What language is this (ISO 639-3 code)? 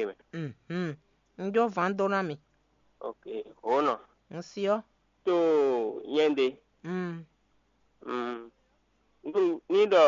fon